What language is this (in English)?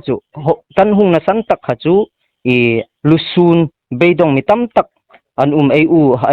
Hmar